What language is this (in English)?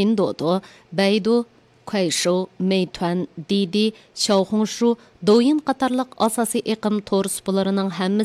Uyghur